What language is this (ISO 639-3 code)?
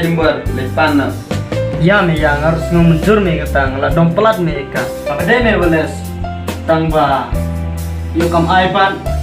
kha